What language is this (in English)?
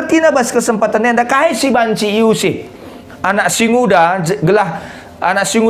Batak Karo